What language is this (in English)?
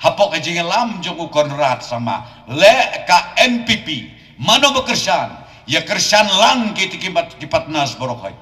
Khasi